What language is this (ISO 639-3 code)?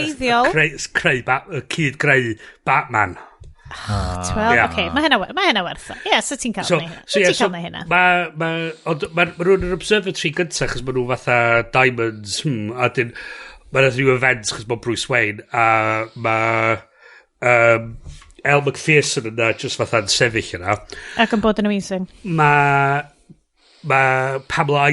cym